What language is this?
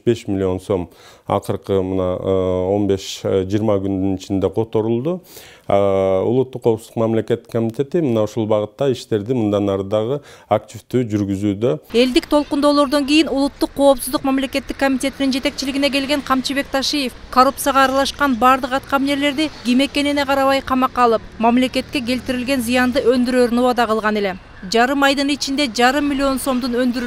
Kyrgyz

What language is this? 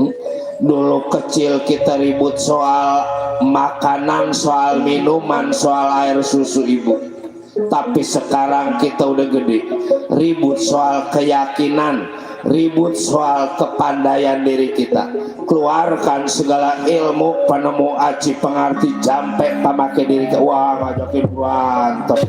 Betawi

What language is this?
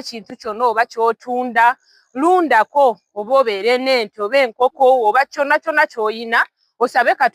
Ganda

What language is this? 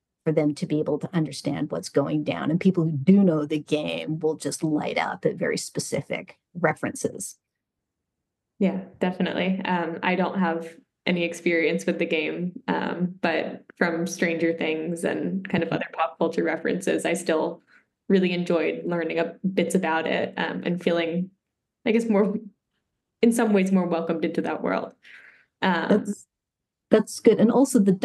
English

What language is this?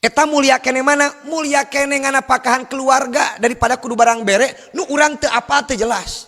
Sundanese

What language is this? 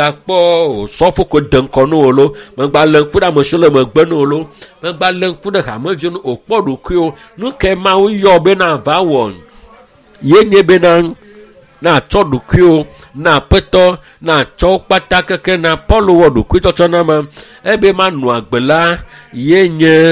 Ewe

